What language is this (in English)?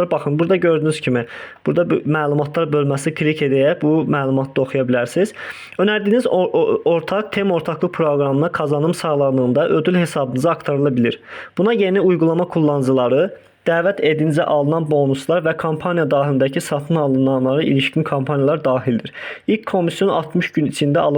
Azerbaijani